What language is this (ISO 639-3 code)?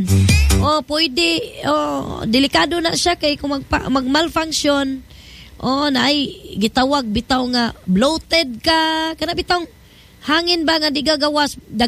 ceb